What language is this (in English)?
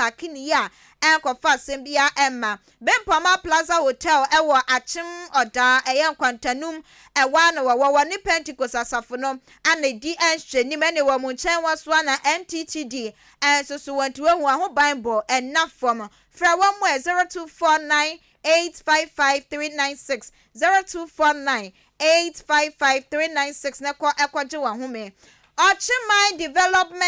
Akan